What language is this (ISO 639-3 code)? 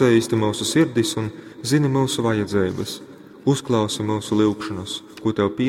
ltg